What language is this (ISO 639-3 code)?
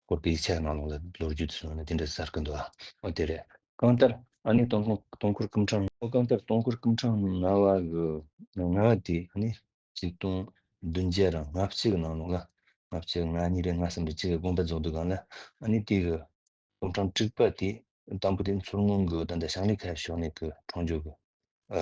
bod